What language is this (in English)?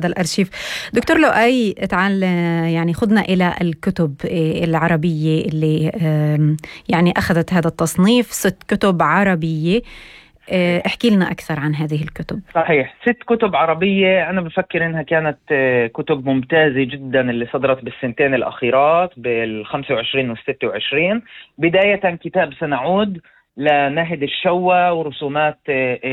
North Levantine Arabic